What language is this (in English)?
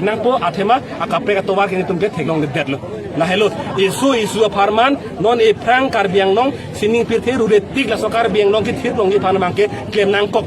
Karbi